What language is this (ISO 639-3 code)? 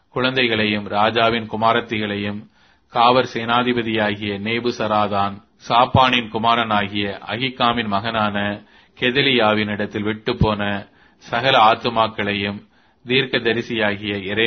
tam